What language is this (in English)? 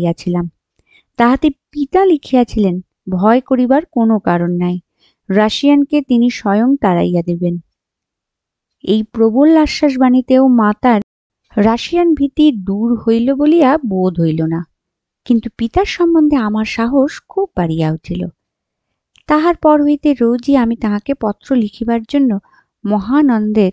Bangla